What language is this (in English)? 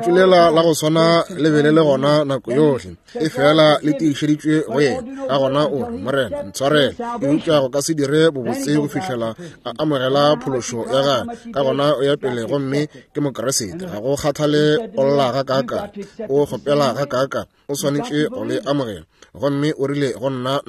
Northern Sotho